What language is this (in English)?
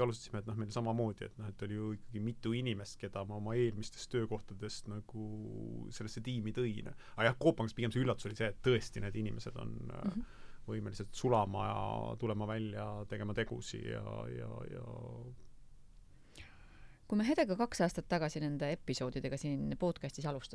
Estonian